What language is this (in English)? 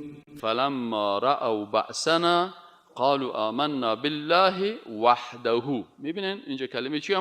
Persian